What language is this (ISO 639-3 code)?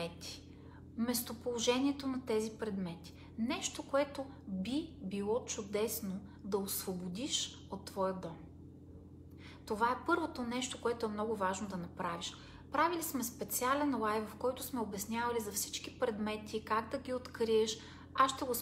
bul